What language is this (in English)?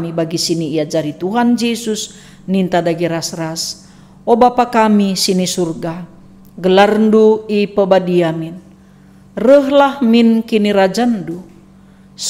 Batak Karo